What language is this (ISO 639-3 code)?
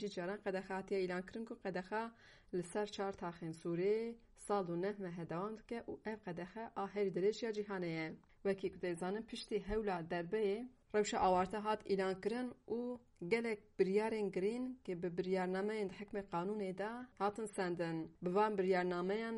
kur